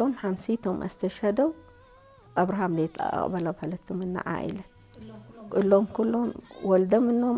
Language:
Tigre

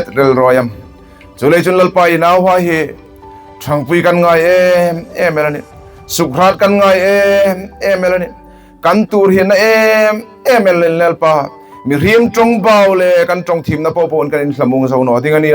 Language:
Hmar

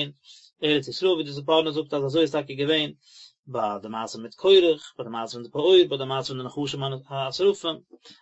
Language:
Yiddish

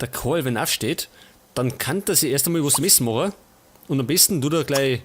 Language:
Bavarian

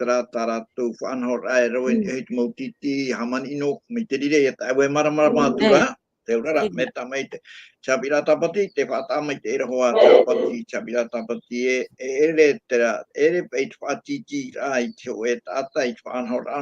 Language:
Tahitian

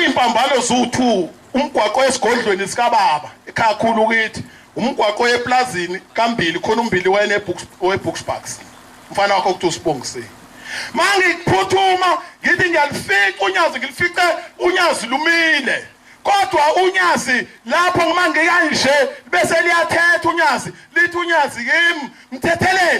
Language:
Zulu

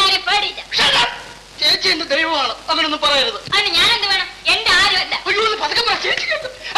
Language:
Malayalam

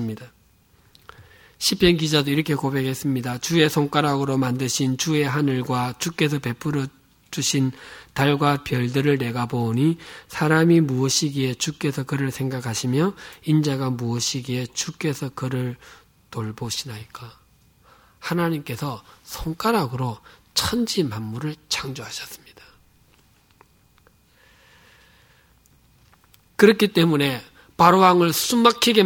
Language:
Korean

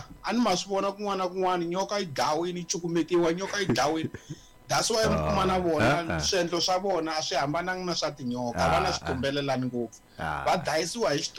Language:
Tsonga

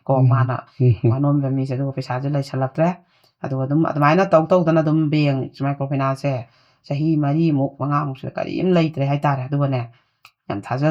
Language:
Manipuri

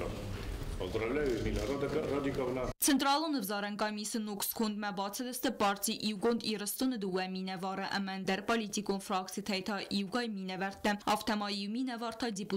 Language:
Ossetic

